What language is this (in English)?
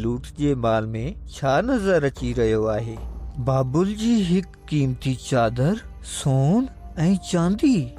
Sindhi